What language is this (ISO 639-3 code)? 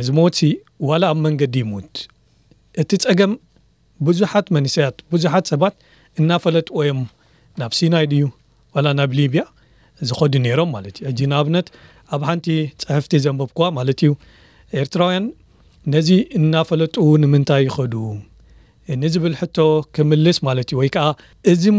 tir